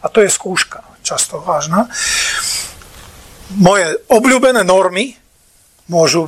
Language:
Slovak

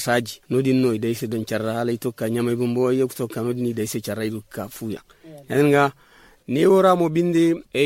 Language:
Zarma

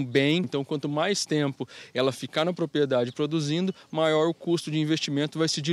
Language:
Portuguese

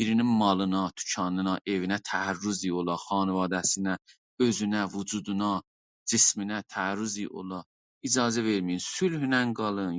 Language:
South Azerbaijani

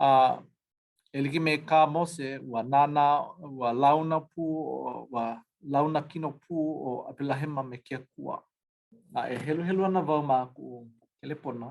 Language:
Hawaiian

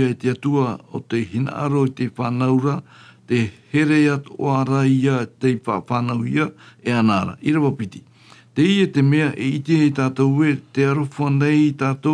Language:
Tahitian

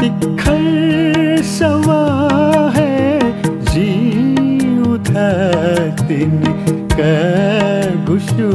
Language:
Newari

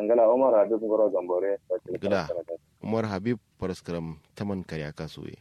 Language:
Kanuri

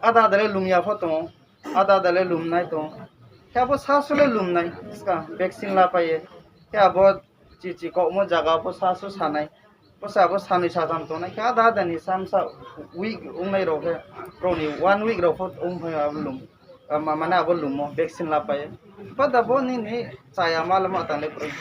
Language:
Riang (India)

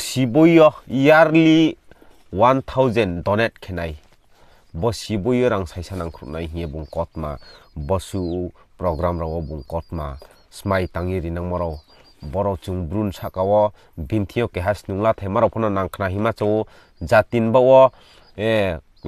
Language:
Riang (India)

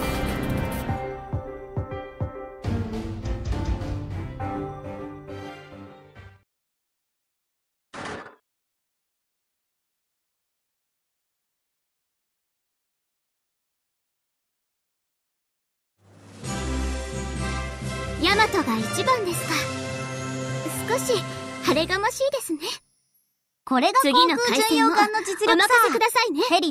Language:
Japanese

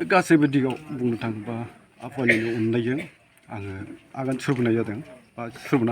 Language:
Bodo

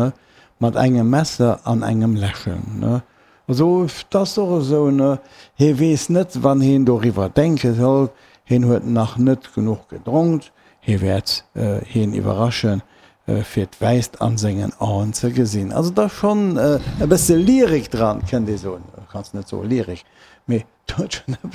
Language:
Luxembourgish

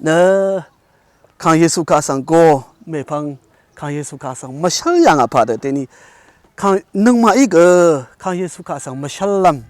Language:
Rawang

